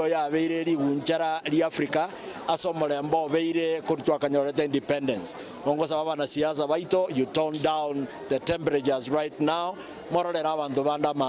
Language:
Gusii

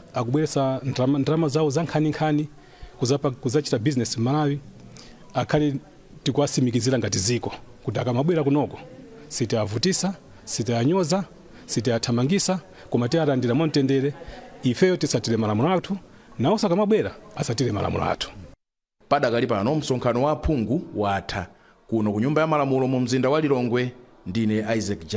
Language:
Nyanja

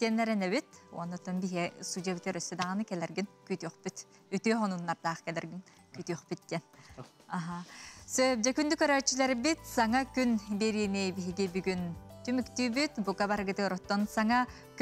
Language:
Yakut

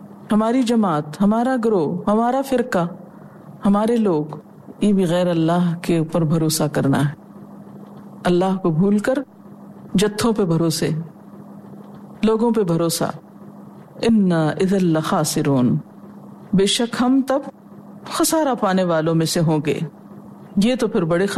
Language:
Urdu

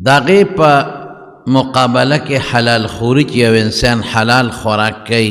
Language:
Pashto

